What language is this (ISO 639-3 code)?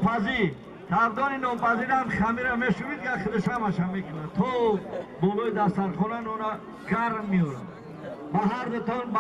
tgk